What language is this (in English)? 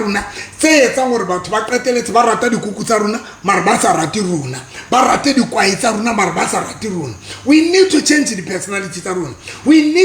Southern Sotho